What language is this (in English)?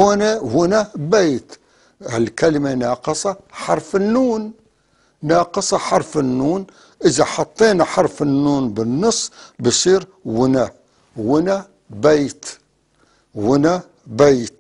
North Levantine Arabic